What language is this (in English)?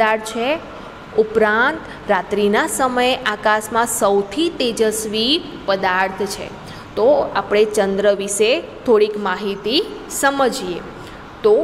Gujarati